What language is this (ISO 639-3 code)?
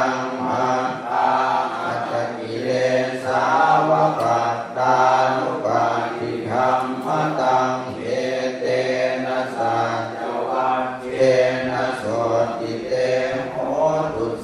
pli